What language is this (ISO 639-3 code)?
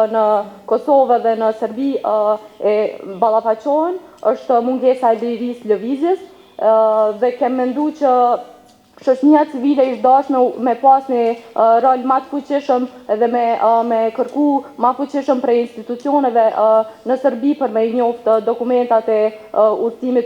sqi